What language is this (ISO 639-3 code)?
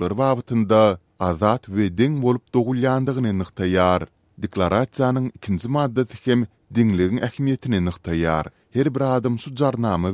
tuk